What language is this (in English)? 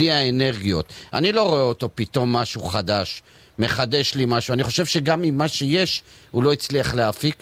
Hebrew